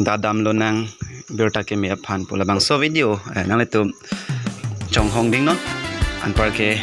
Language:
Karbi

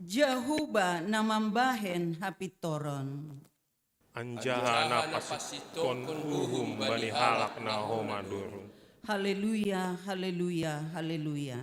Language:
Batak Simalungun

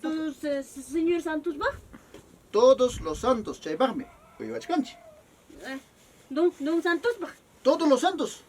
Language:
Ayacucho Quechua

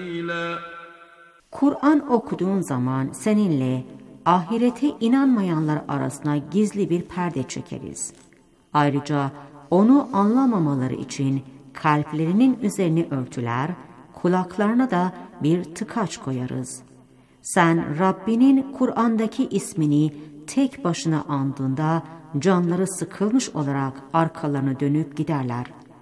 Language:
Turkish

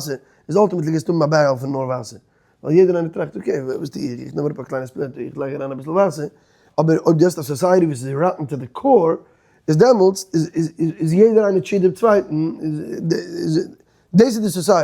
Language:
Yiddish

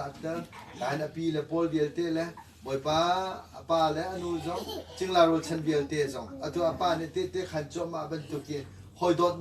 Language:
Hakha Chin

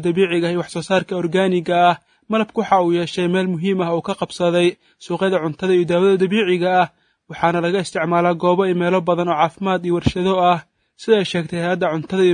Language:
Somali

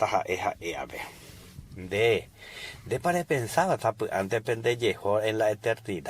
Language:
Guarani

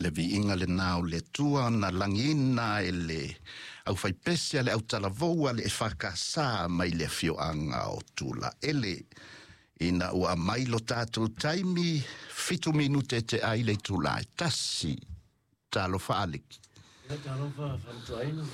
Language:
Samoan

